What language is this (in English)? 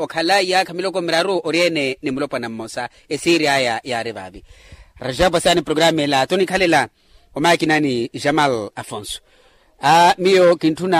Makhuwa